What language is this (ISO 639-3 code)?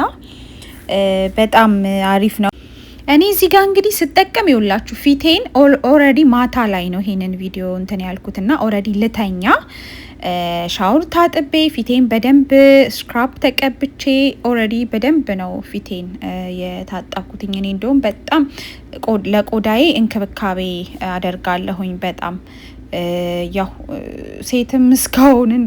amh